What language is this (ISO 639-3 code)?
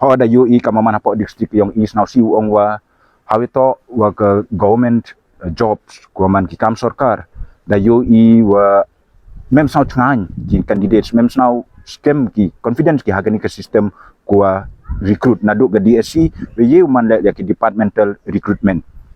pbv